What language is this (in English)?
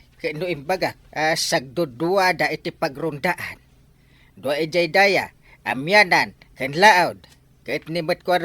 Iloko